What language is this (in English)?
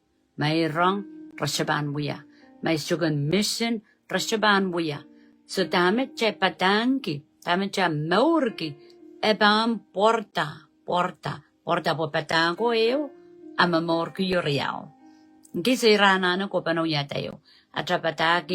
Pohnpeian